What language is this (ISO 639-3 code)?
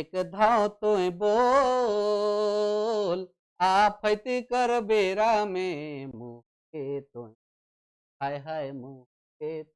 sck